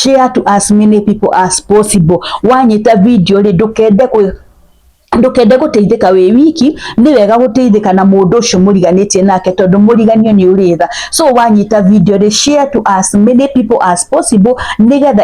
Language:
Kikuyu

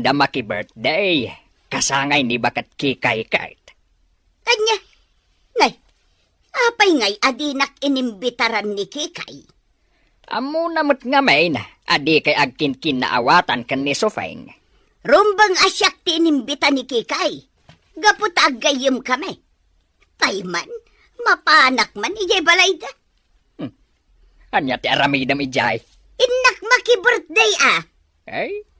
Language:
Iloko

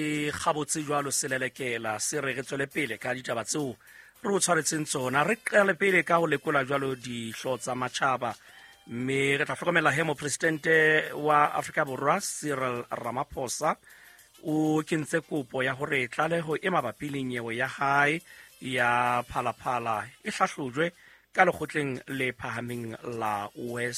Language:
Southern Sotho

